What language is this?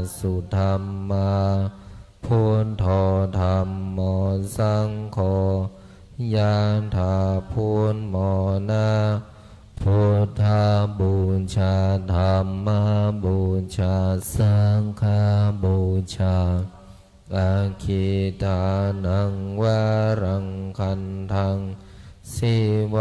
Pali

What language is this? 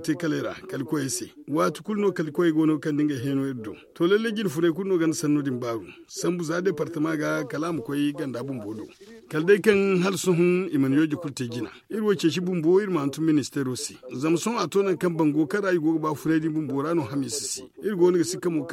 Zarma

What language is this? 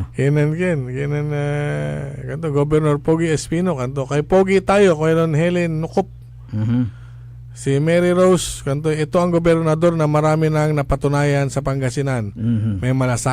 Pangasinan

